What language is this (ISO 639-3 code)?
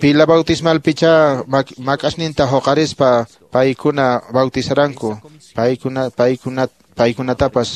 que